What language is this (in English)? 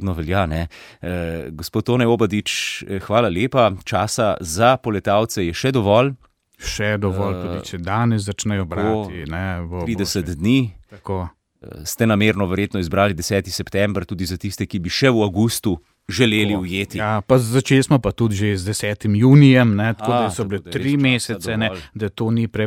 Slovenian